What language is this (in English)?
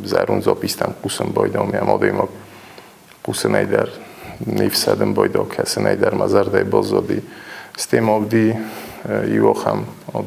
Ossetic